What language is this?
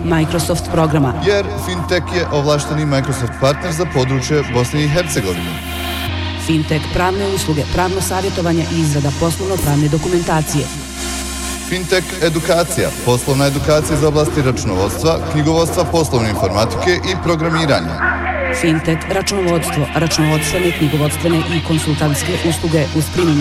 Bosnian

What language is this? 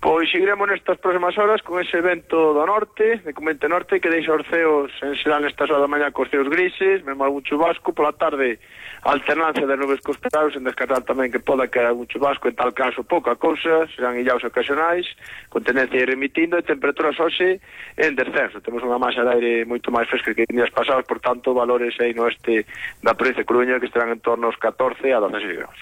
Galician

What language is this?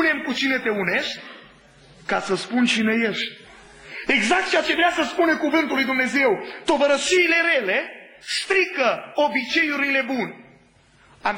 Romanian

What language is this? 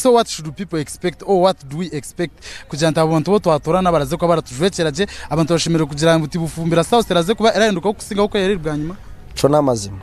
Nyankole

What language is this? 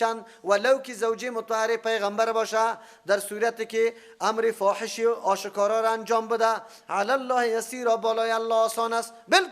Persian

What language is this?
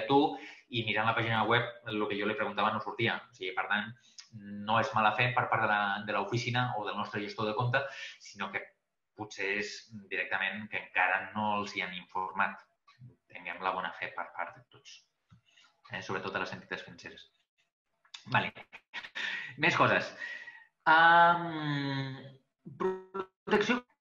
Catalan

